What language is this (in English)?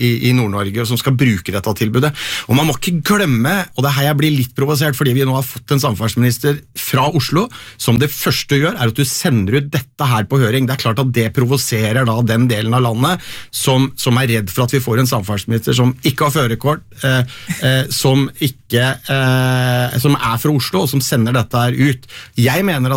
Norwegian